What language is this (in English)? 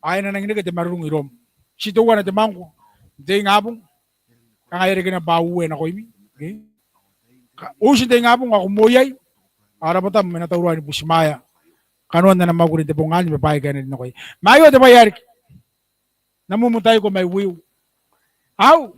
Gilbertese